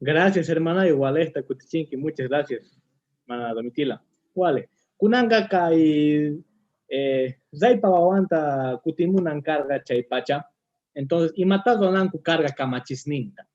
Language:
Quechua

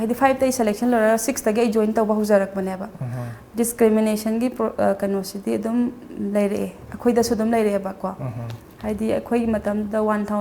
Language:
Manipuri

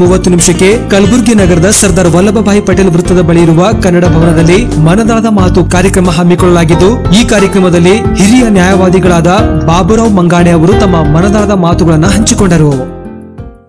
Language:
Kannada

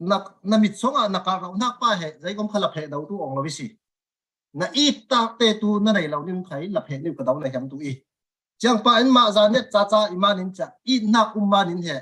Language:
Falam Chin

